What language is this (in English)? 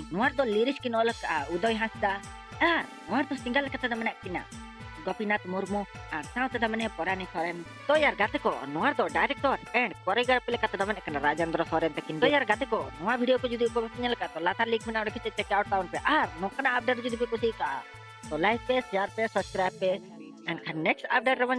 Santali